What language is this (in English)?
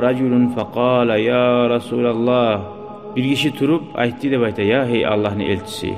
Kumyk